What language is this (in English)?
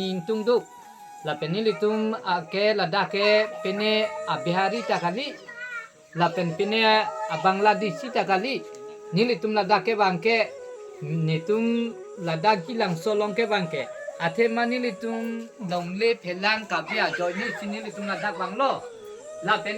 Karbi